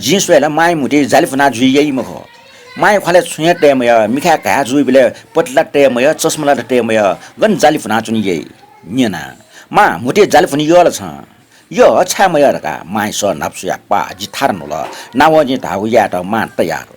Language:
Newari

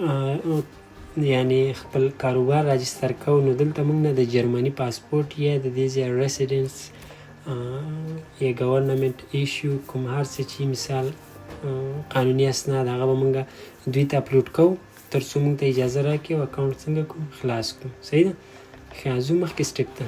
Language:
Pashto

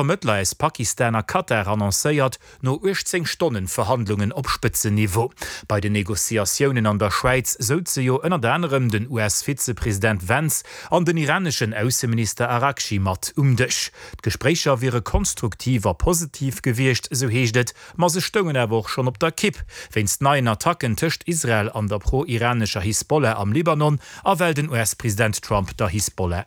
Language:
Luxembourgish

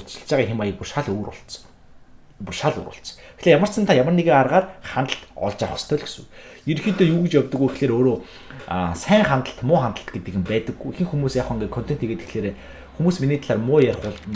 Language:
Mongolian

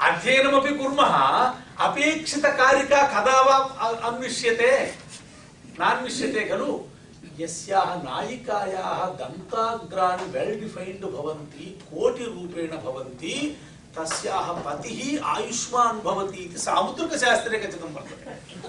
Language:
Sanskrit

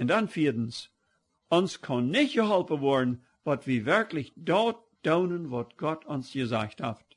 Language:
Plautdietsch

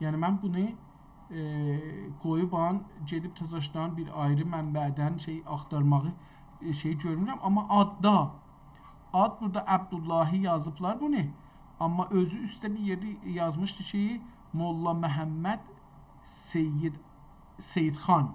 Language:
South Azerbaijani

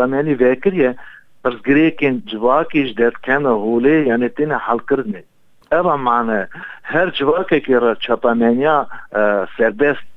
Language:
Kurdish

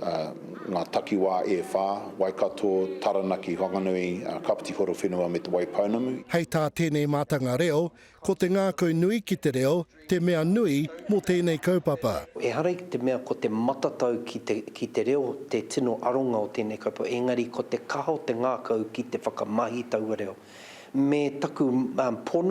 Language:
Māori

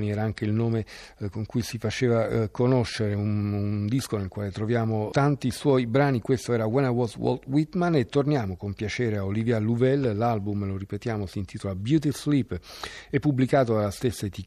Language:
Italian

